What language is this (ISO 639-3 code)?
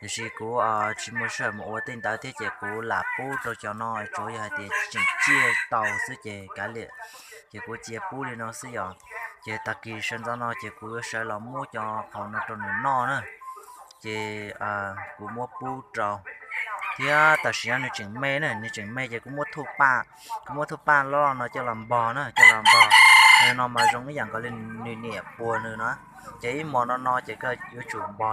hmn